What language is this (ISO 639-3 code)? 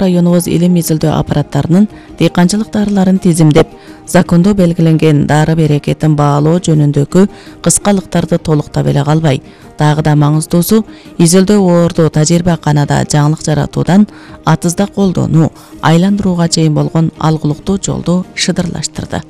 kir